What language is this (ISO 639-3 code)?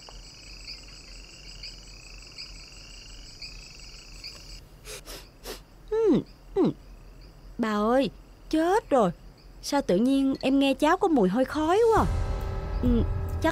vie